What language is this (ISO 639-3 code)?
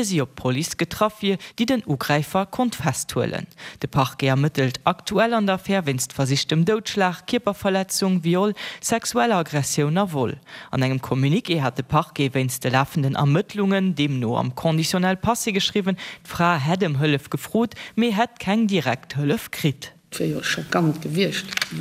ltz